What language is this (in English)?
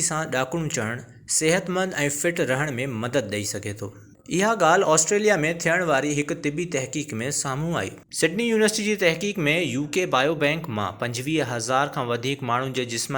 Sindhi